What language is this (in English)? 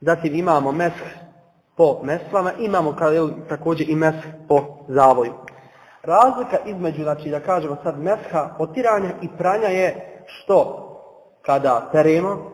Bosnian